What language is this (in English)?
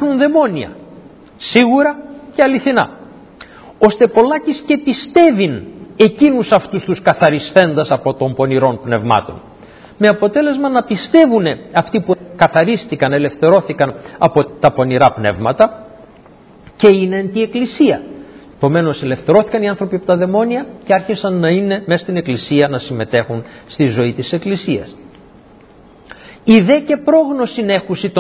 Greek